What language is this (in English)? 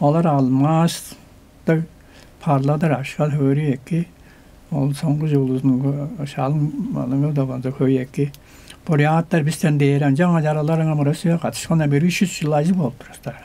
Tuvinian